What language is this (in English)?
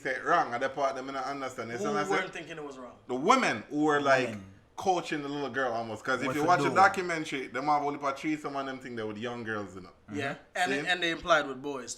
Jamaican Creole English